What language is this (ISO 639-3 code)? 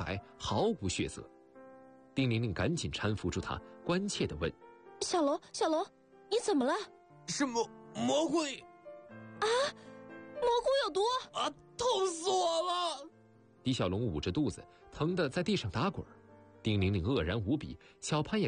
zho